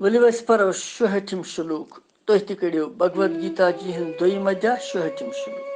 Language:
Kashmiri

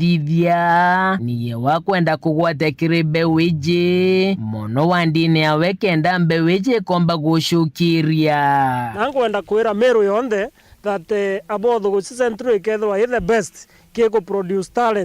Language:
Meru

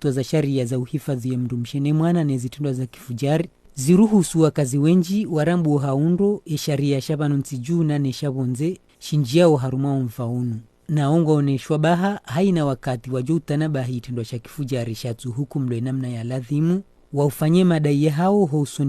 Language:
Ngazidja Comorian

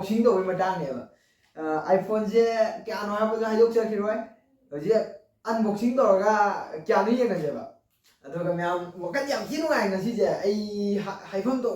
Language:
Manipuri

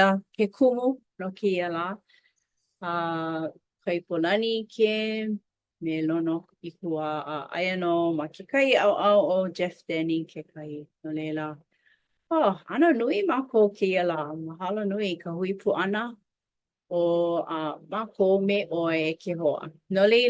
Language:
Hawaiian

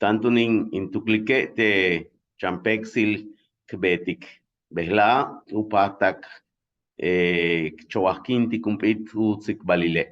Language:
Yucateco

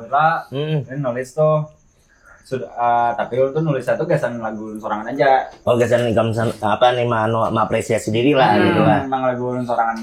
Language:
Banjar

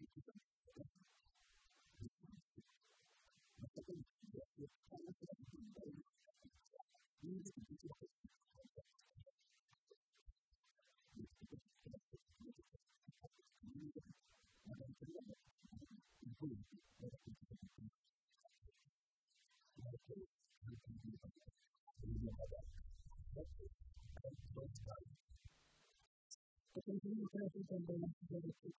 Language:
Kinyarwanda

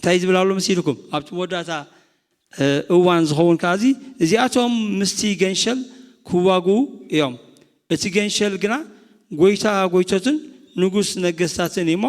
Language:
Tigrinya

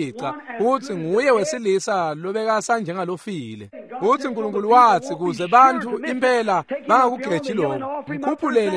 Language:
Swati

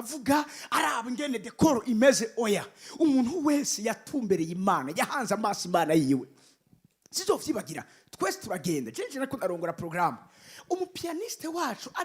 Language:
Rundi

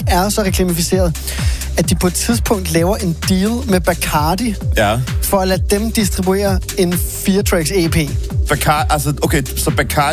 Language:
Danish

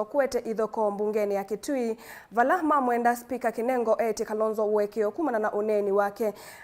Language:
Kamba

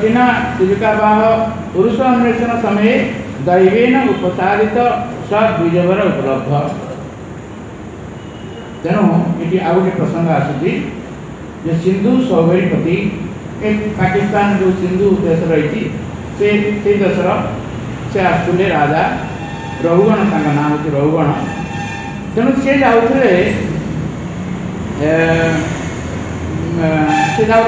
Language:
Odia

